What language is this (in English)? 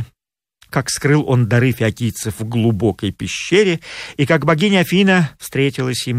Russian